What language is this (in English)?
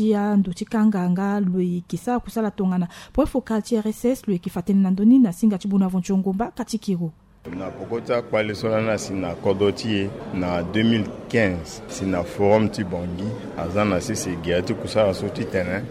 Sango